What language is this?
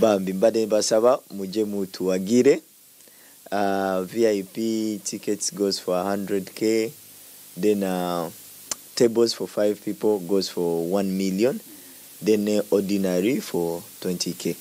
Ganda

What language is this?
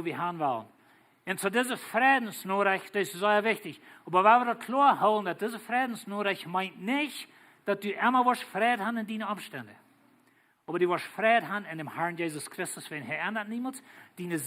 Plautdietsch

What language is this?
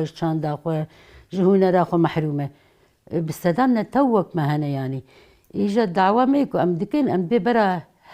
Kurdish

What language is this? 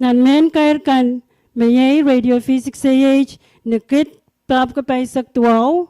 Pohnpeian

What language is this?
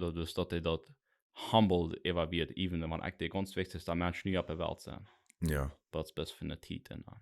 Plautdietsch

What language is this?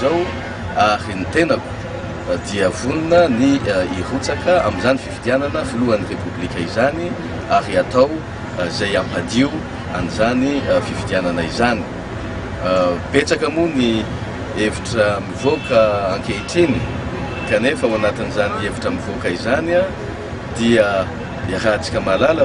Malagasy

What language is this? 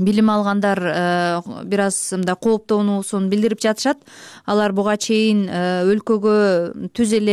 Kyrgyz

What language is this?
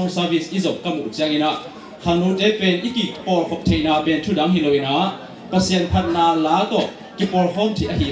Tedim Chin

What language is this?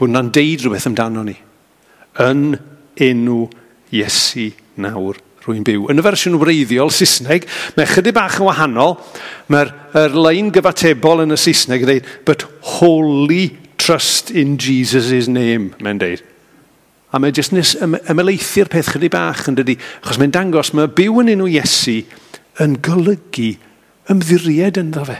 Welsh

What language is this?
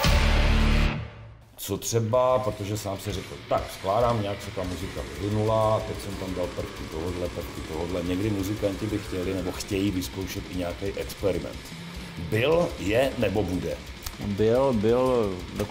Czech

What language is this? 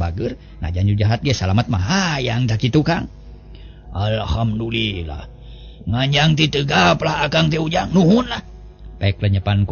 Sundanese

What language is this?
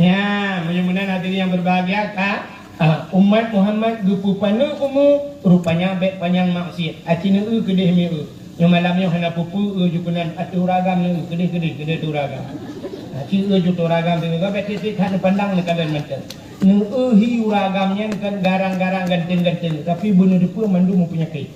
Achinese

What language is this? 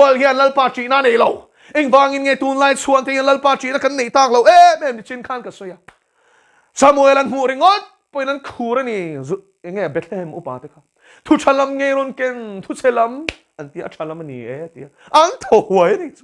Mizo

